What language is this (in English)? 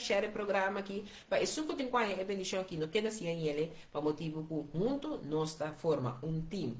Papiamento